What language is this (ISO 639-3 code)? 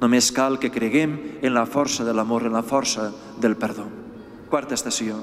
cat